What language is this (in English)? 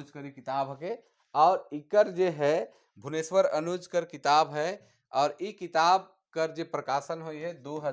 Sadri